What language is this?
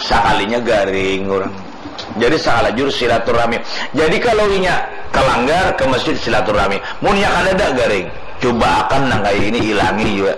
Banjar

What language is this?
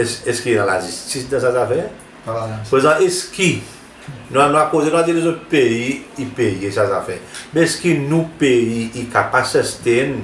Seselwa Creole French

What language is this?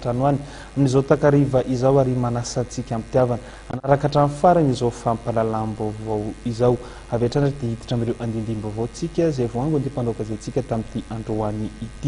Malagasy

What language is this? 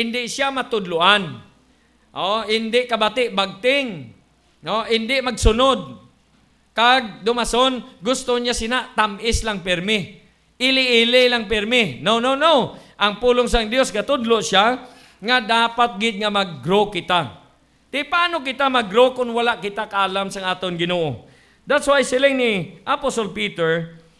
Hiligaynon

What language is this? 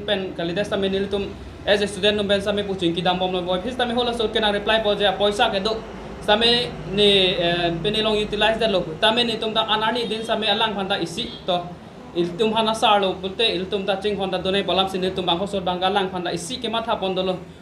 Karbi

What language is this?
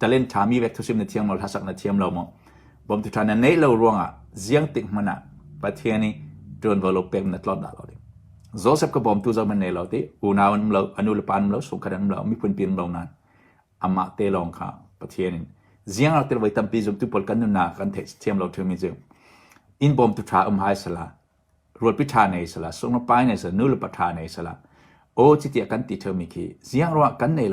Hakha Chin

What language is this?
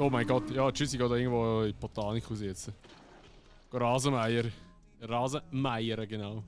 Swiss German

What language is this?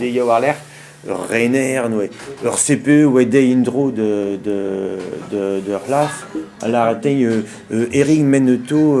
Breton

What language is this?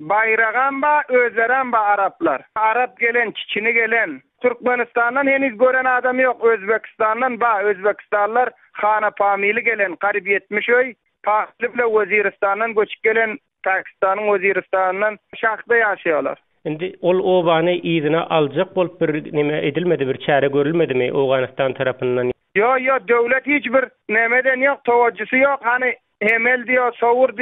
Turkmen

